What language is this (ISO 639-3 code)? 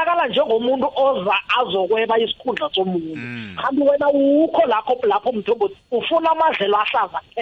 nbl